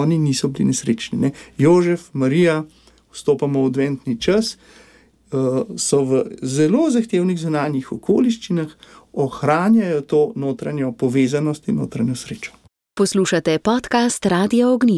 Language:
Slovenian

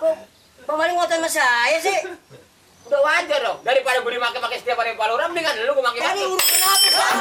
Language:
Betawi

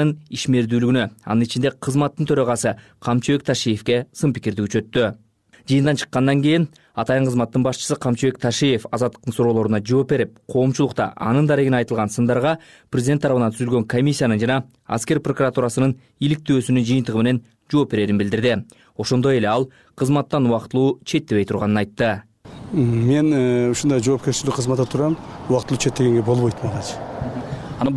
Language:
Kyrgyz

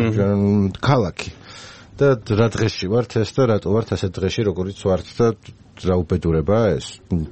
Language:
Georgian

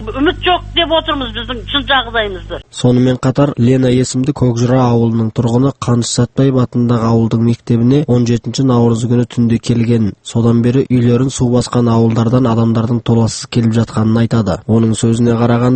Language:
Kazakh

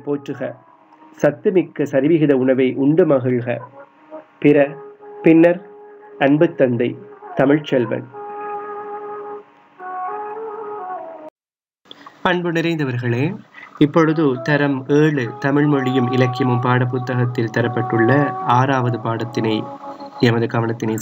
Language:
Tamil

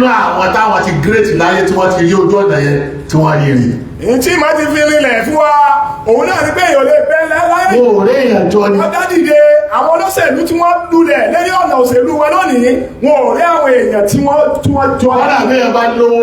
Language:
Yoruba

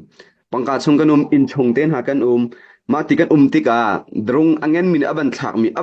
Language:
Hakha Chin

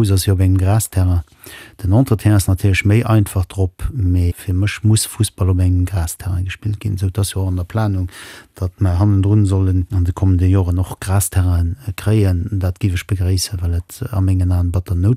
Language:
Luxembourgish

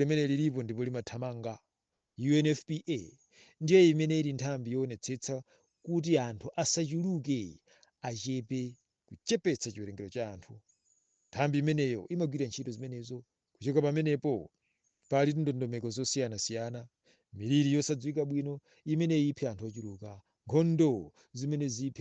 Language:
Nyanja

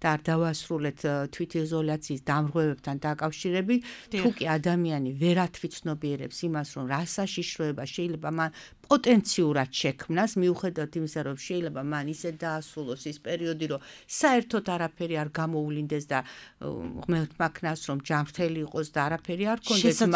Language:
Georgian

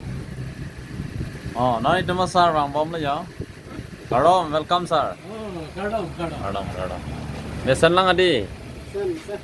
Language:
Karbi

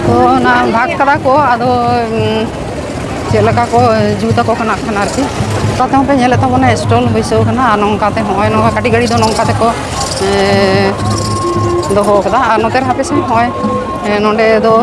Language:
Santali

